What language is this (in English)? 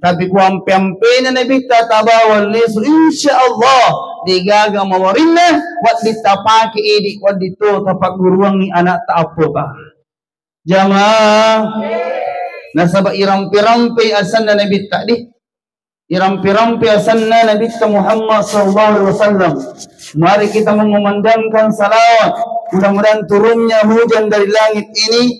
Buginese